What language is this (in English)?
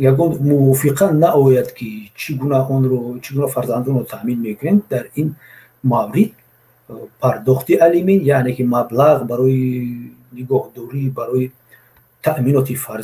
Tajik